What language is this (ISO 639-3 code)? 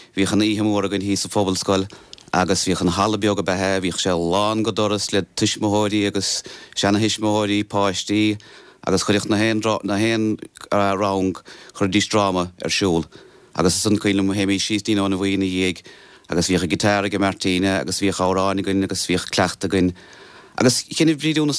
gle